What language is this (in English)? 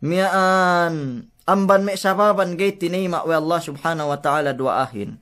Yakan